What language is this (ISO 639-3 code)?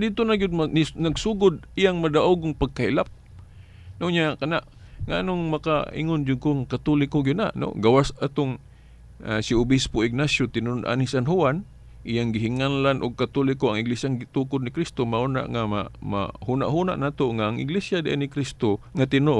ceb